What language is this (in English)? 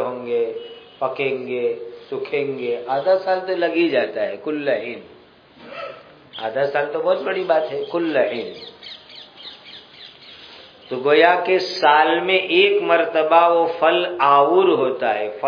Urdu